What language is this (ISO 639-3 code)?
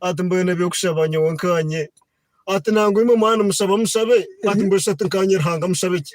nyn